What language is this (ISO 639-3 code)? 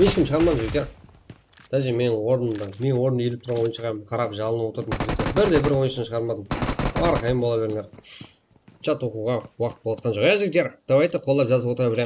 kaa